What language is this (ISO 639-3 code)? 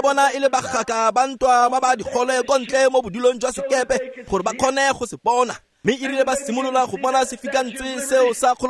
tsn